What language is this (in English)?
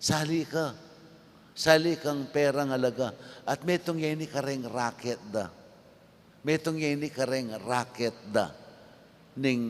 Pampanga